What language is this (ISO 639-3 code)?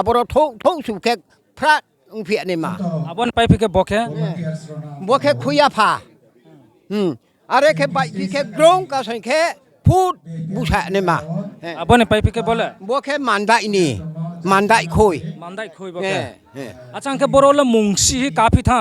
ria